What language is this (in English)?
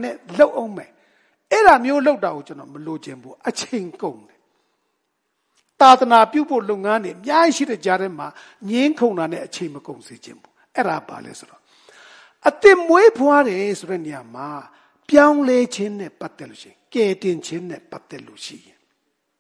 Burmese